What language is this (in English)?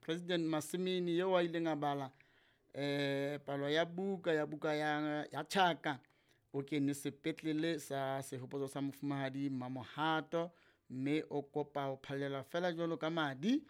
Southern Sotho